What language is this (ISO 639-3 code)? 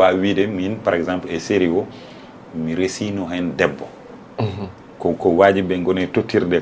ful